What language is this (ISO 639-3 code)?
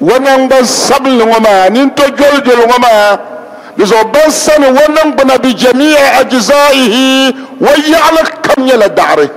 dag